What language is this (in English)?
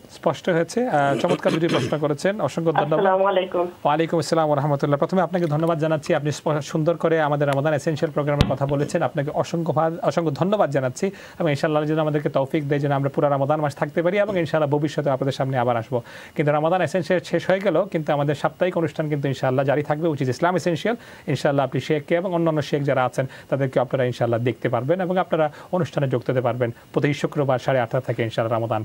Bangla